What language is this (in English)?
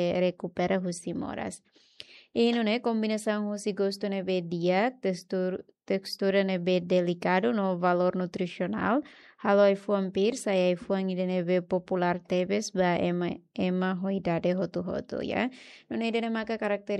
Tetum